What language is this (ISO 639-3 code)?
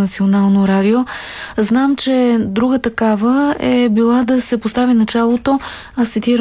bul